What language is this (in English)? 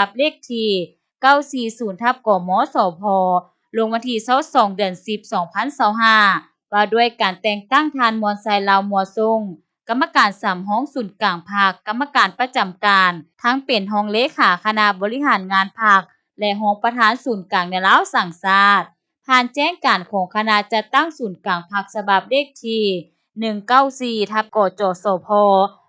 Lao